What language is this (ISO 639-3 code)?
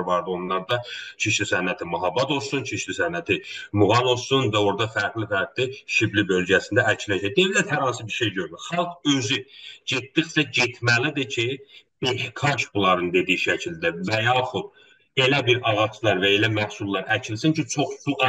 azb